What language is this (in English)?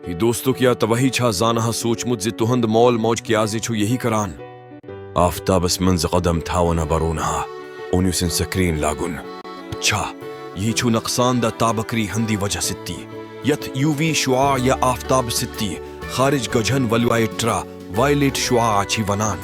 Kashmiri